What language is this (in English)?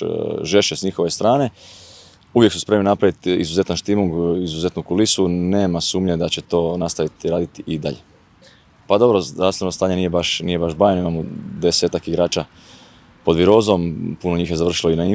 Croatian